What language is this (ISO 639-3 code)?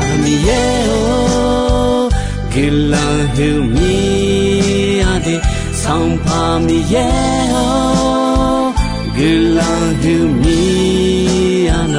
ahk